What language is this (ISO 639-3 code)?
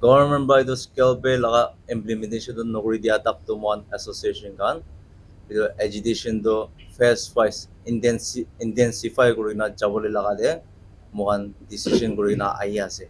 nag